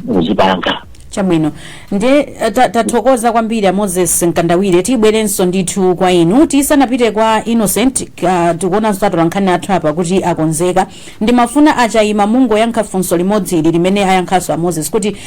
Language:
Nyanja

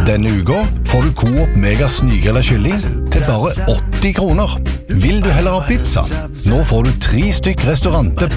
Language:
Norwegian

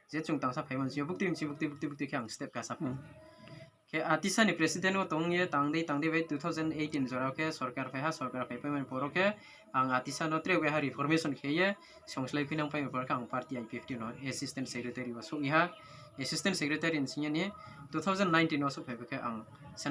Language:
Riang (India)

